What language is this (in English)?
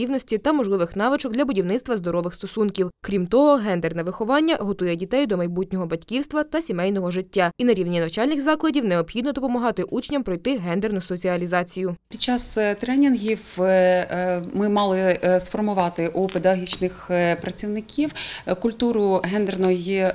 Ukrainian